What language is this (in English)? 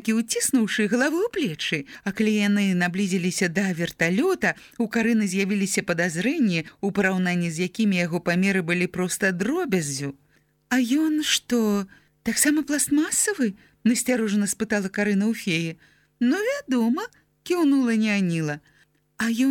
Belarusian